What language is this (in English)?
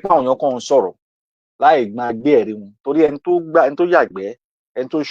Yoruba